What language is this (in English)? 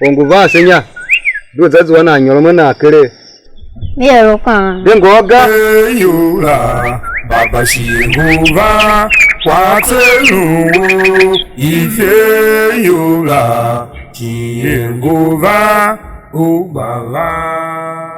Tiv